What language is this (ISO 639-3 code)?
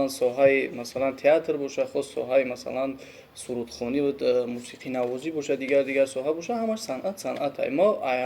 tgk